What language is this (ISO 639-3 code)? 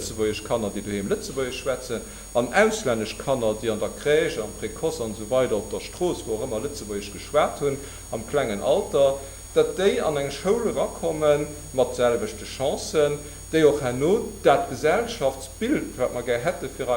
ltz